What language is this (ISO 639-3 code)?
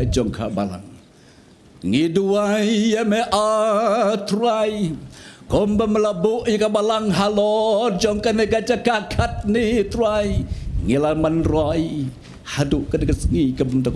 kha